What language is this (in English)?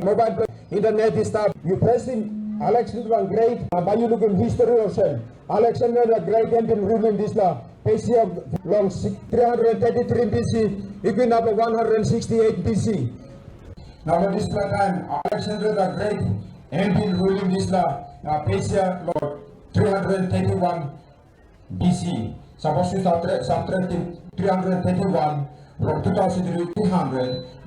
Tok Pisin